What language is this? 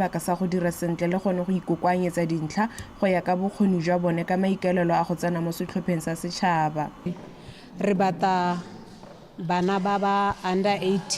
Tswana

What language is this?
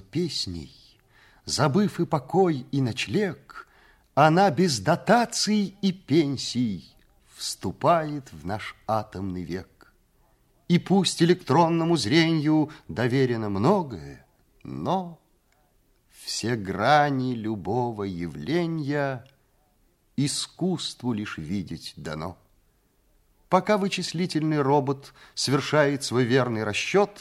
Russian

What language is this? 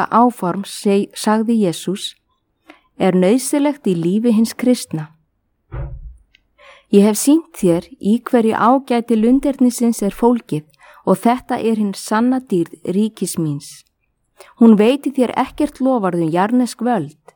Icelandic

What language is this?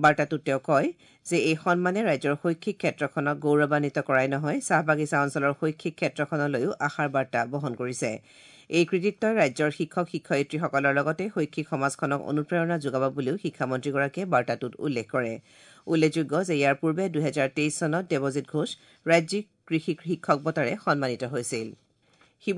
Assamese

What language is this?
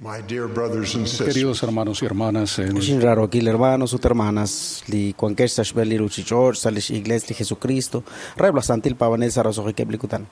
Kekchí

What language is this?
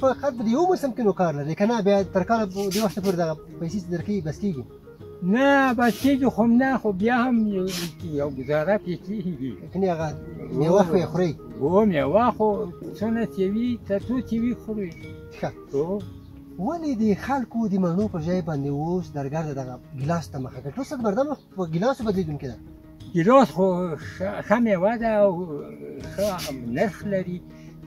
Pashto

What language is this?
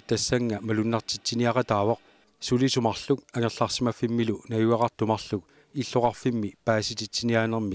Kalaallisut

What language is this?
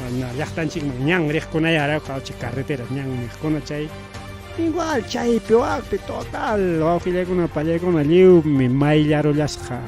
Ayacucho Quechua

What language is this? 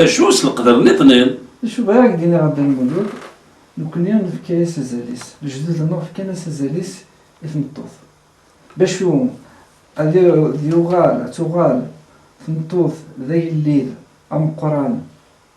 Kabyle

